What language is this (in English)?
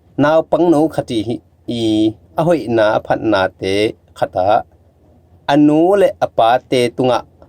Tedim Chin